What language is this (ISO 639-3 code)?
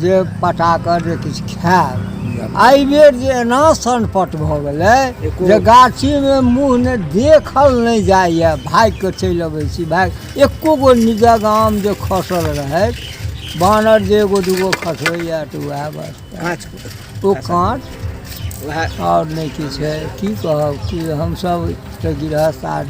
mai